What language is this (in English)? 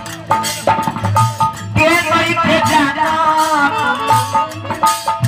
Bhojpuri